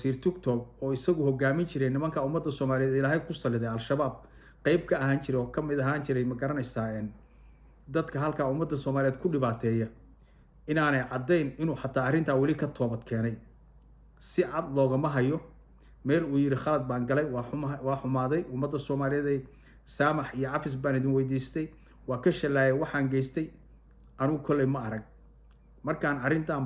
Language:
Somali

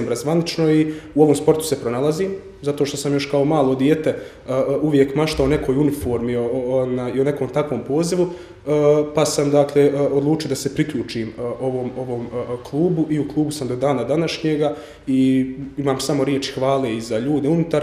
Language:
Bosnian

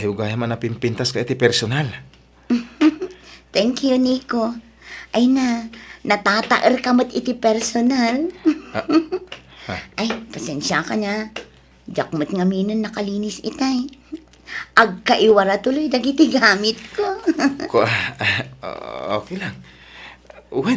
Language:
Iloko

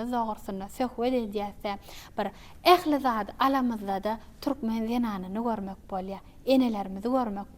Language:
Turkmen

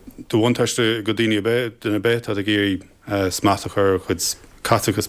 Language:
Irish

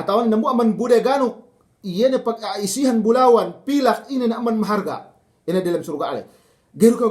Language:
Yakan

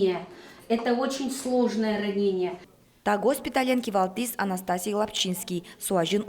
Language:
Udmurt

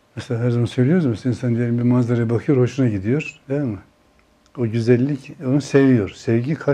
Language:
Turkish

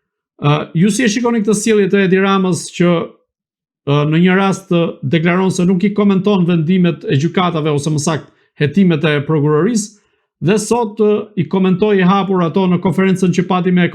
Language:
Albanian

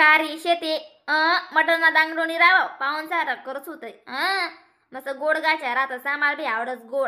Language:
Khandesi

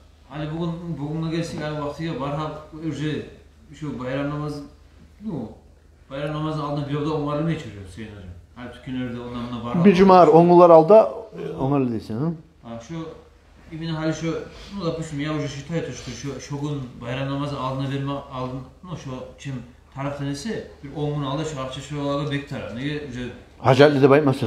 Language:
Kumyk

